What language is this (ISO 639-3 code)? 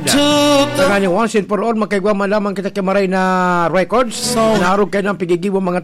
bik